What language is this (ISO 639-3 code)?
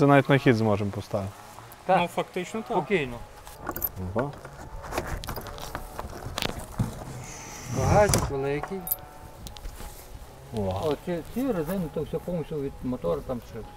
ukr